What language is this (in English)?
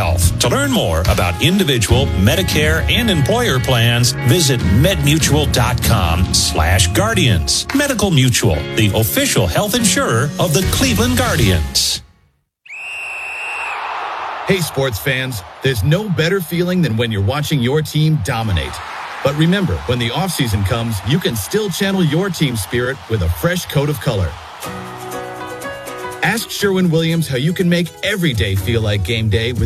English